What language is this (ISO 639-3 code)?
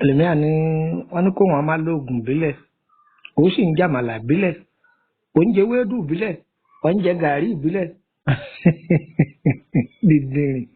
yor